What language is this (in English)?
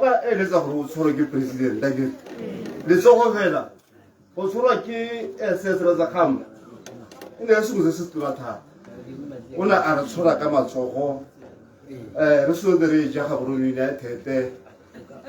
Tswana